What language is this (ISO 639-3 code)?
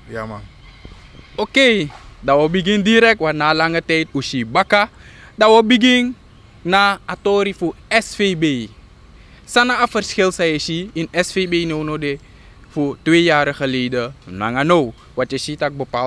srn